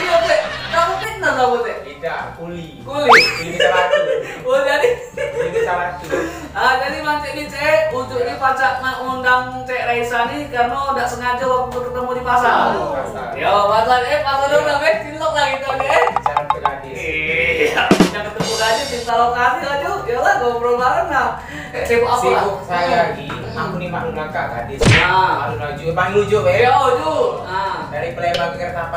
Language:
Musi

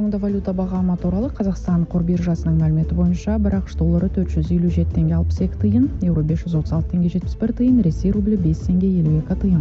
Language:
Kazakh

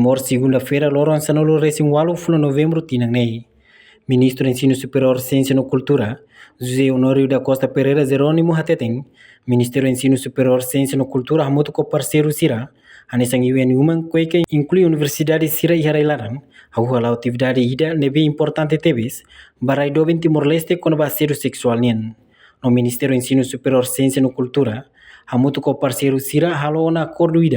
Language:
Tetum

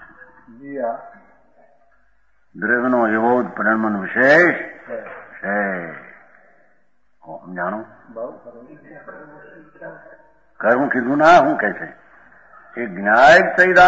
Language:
Gujarati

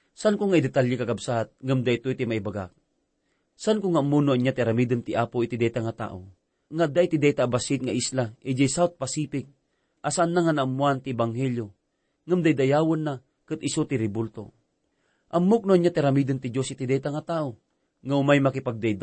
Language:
Iloko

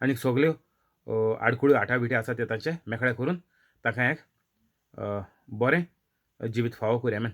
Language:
Konkani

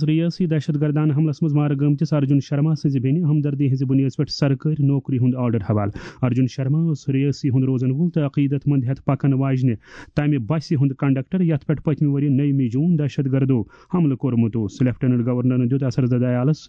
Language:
Kashmiri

